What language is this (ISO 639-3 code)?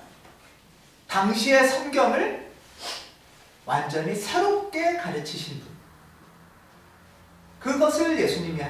kor